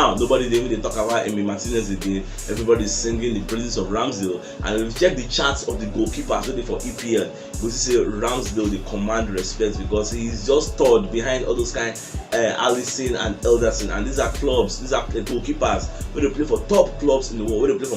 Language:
Nigerian Pidgin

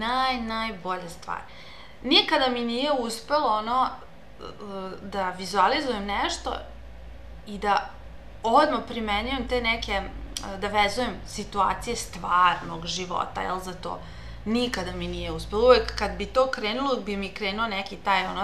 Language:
Serbian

